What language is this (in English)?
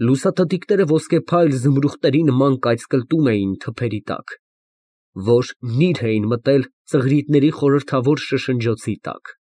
Armenian